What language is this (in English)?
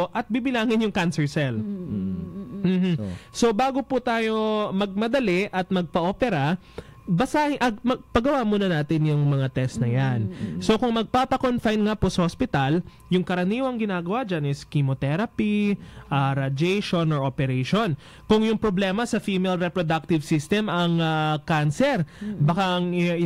Filipino